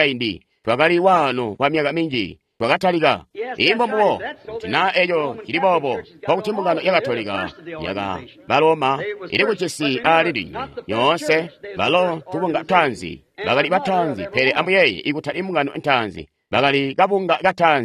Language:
Tonga (Zambia)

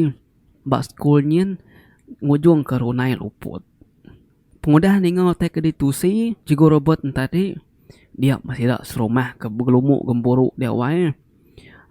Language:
Iban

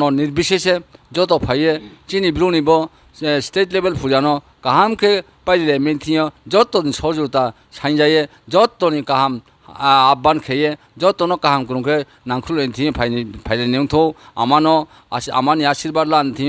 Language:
Riang (India)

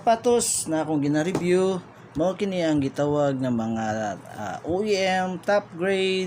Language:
Cebuano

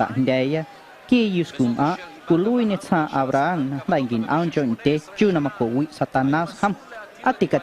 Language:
Guerrero Amuzgo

